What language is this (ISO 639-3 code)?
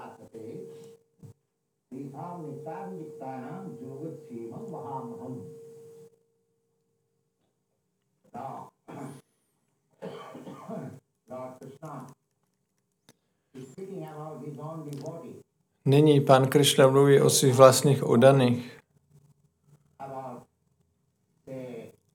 ces